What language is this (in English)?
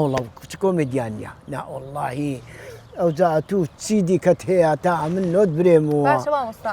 Central Kurdish